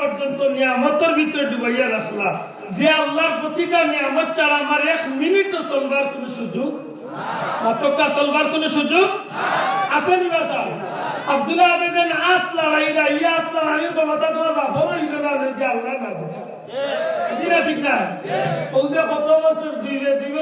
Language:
Sylheti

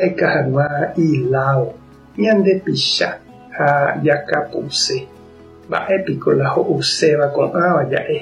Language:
Guarani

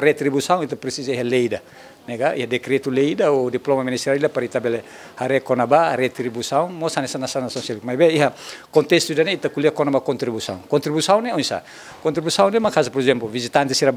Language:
Tetum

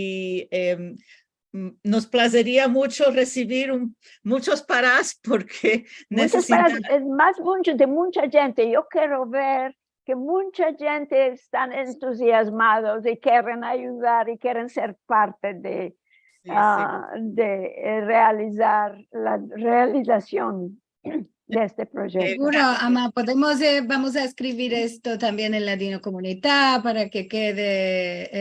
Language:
Ladino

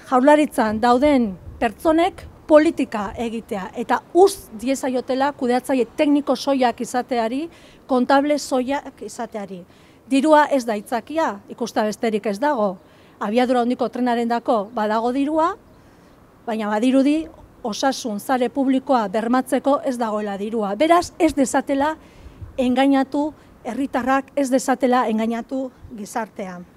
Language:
Basque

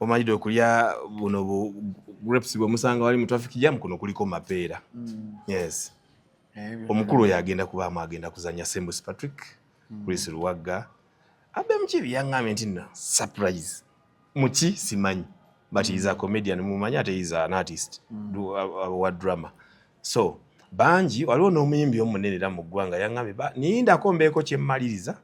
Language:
Ganda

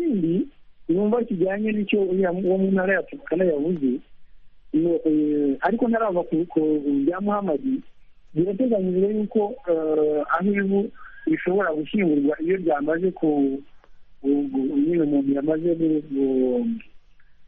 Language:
Kinyarwanda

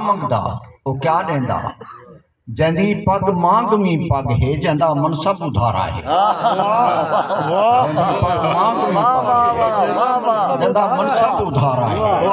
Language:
Saraiki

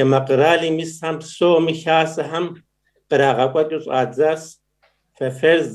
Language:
Kabardian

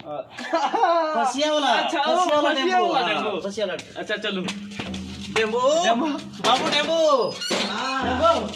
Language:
Sadri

